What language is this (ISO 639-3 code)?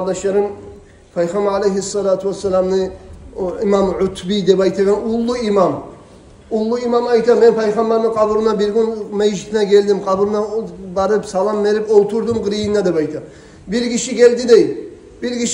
kum